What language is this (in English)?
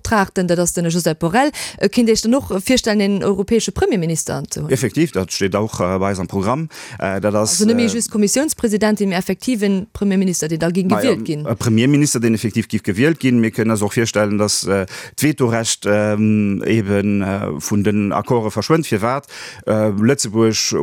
Luxembourgish